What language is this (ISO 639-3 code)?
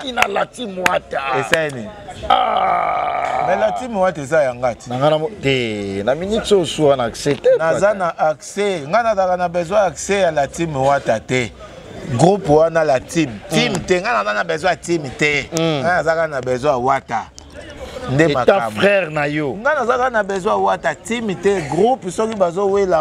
lin